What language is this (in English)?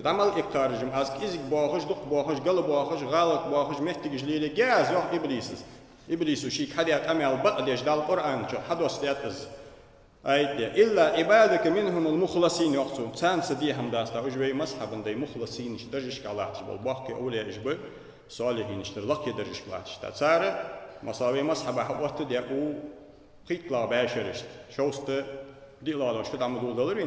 Ingush